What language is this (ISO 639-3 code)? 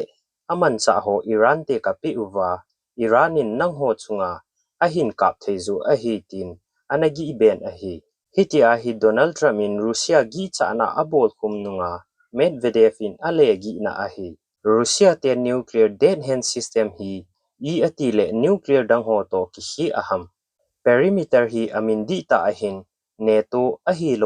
tcz